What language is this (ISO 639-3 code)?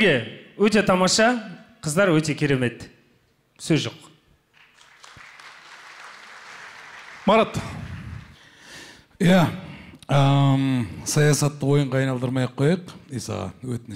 kaz